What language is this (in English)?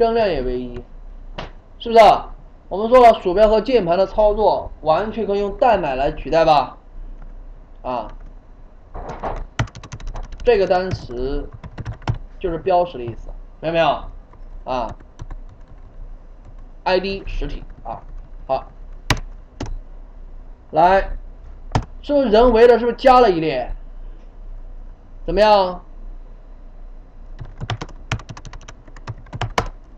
Chinese